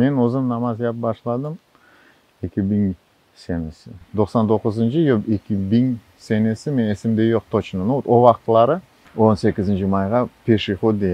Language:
Crimean Tatar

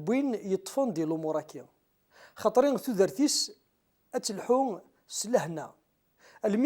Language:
Kabyle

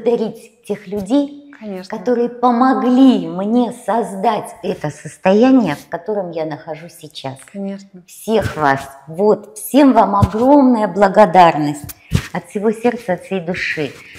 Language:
Russian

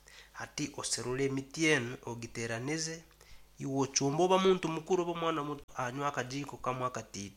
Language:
Nyankole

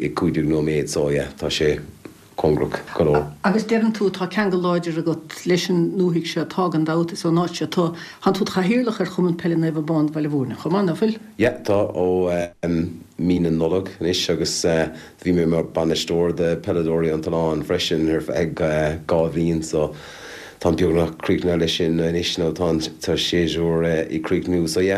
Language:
Irish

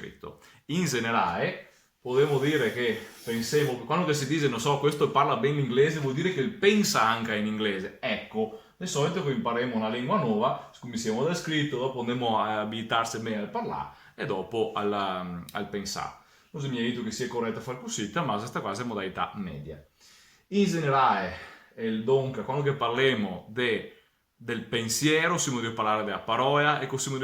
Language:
Venetian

